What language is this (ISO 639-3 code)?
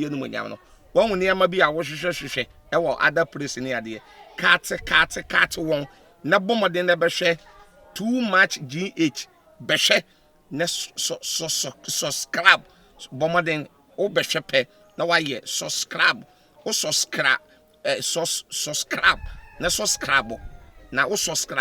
aka